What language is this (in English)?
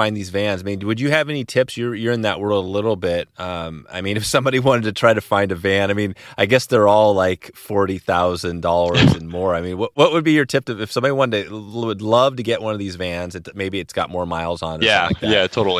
English